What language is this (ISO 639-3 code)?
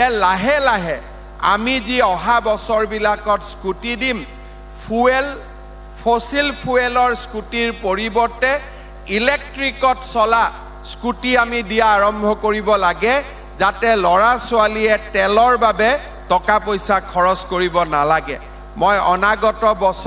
asm